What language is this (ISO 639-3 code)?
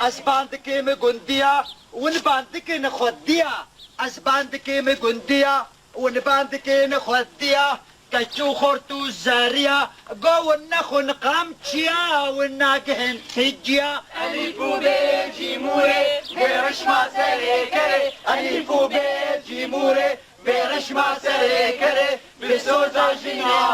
kur